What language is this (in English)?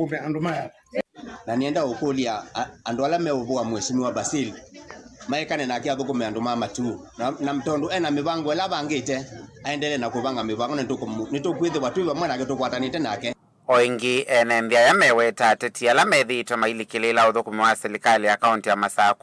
Kamba